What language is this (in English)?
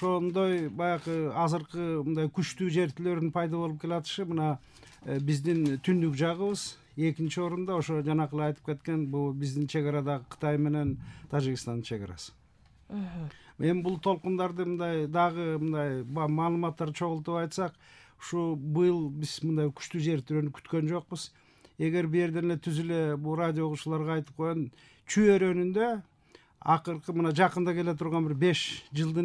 Kyrgyz